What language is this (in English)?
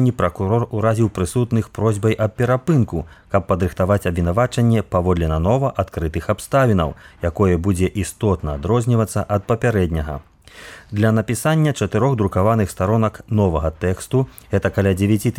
Belarusian